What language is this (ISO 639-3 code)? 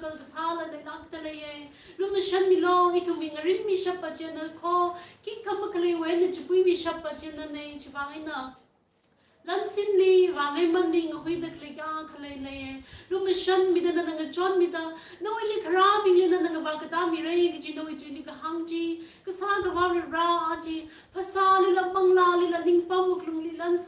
nmf